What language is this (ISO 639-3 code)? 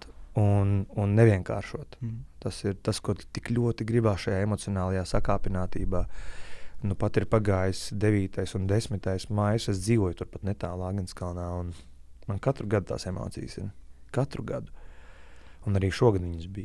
lav